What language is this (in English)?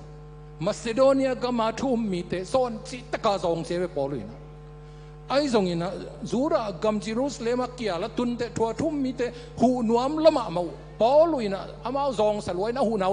Tedim Chin